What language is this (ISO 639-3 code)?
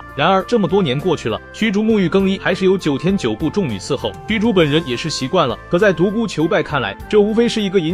zho